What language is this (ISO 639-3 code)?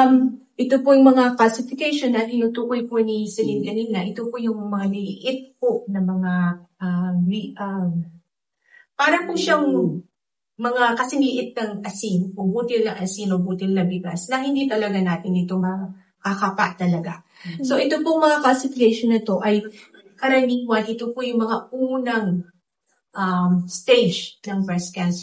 fil